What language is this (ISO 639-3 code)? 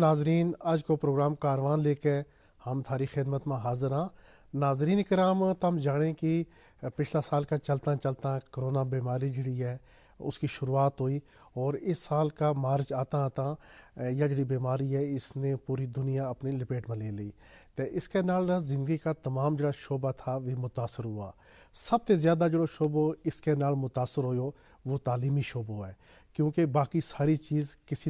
gju